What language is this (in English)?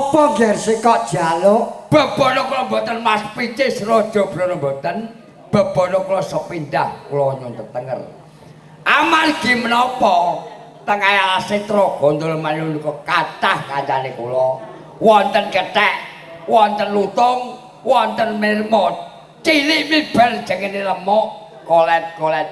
Javanese